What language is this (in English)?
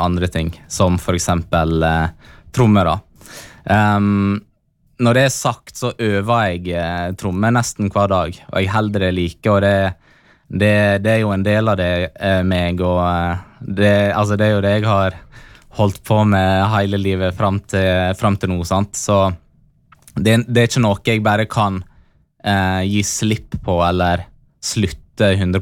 Norwegian